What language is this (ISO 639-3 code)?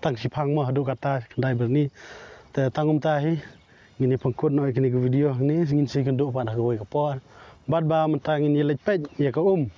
kha